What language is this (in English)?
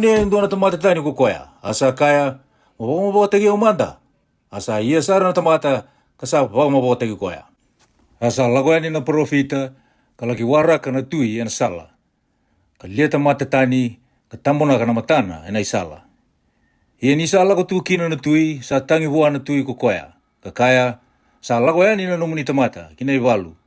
Fijian